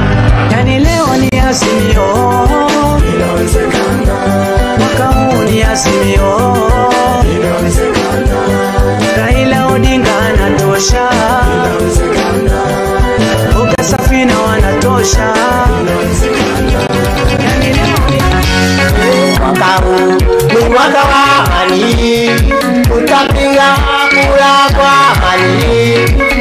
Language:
Swahili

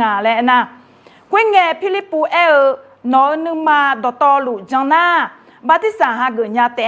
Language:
Akha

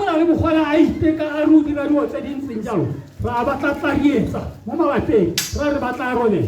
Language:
Tswana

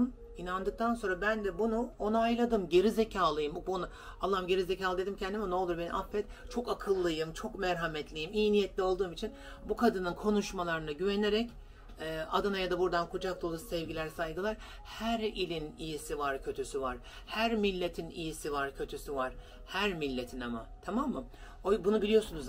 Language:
Turkish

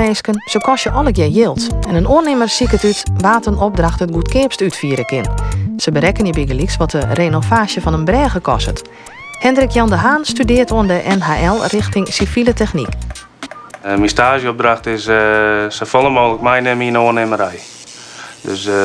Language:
Western Frisian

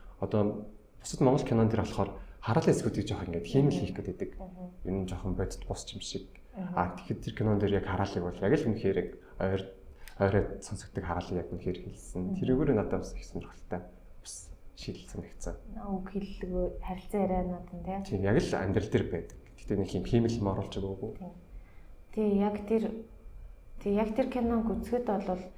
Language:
Mongolian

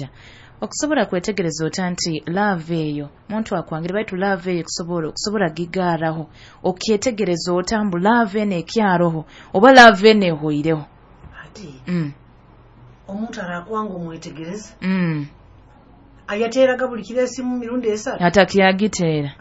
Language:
Nyoro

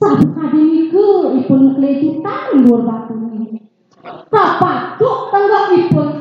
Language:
Balinese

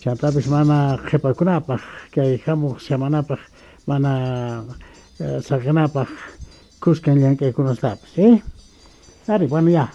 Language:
Quechua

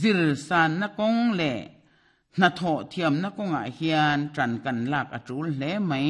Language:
Mizo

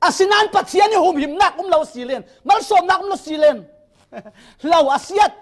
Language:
Falam Chin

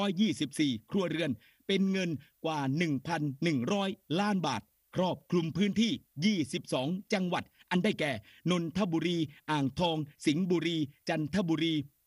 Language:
Thai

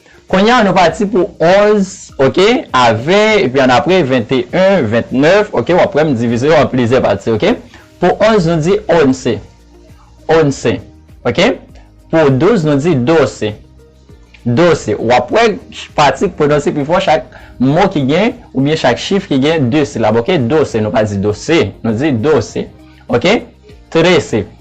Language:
Haitian Creole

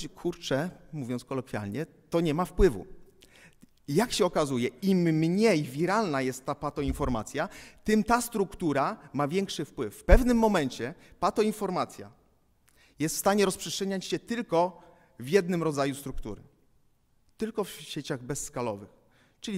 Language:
Polish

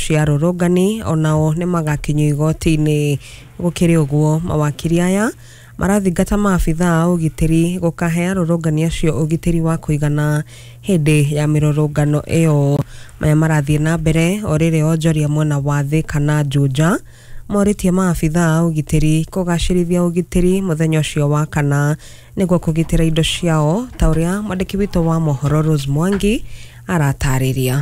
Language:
Kikuyu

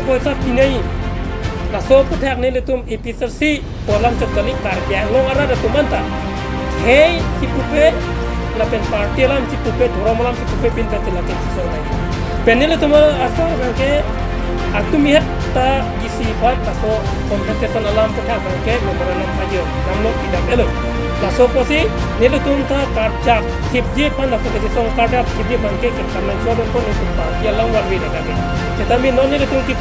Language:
Karbi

